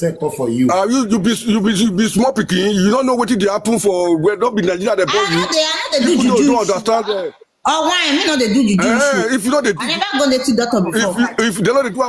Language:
Nigerian Pidgin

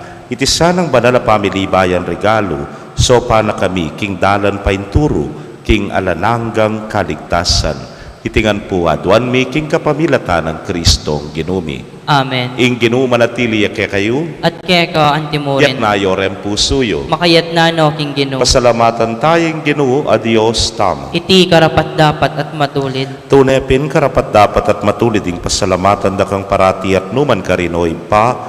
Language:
Pampanga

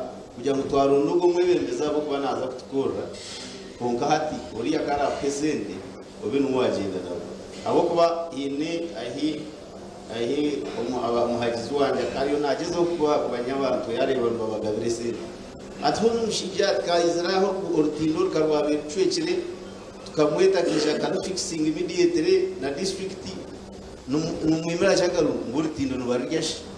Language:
Nyankole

